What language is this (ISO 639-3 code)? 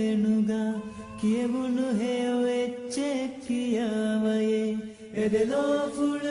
div